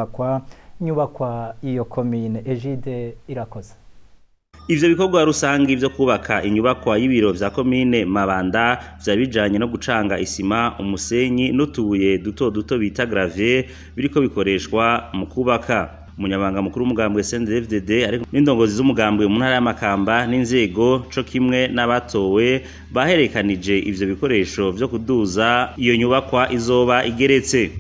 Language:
Rundi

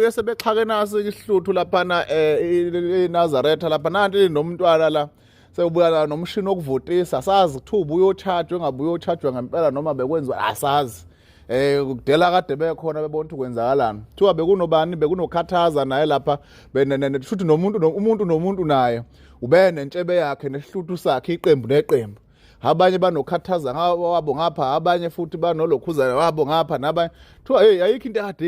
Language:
Zulu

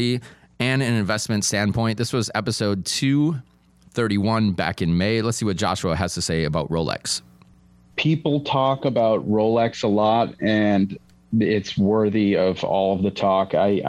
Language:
English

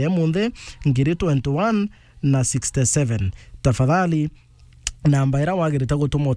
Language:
Meru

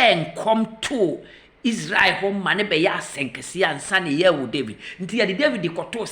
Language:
Akan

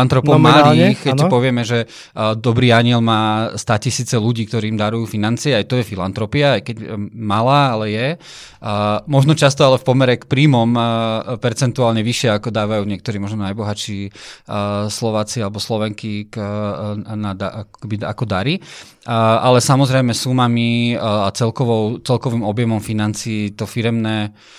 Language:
Slovak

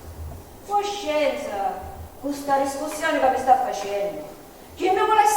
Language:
Sicilian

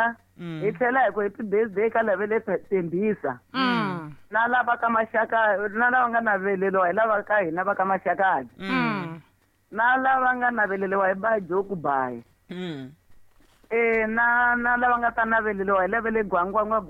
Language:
Tsonga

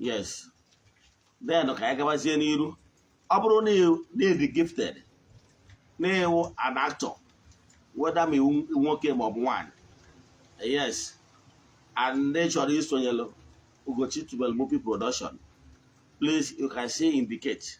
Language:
Igbo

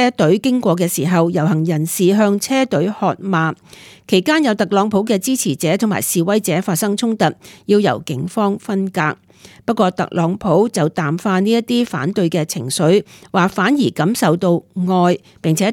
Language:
Cantonese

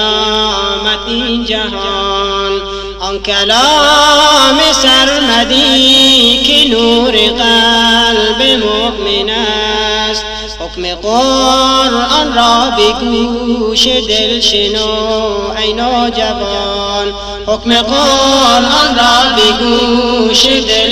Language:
Persian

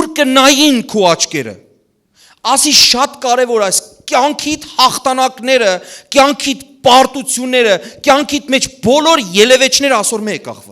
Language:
Western Armenian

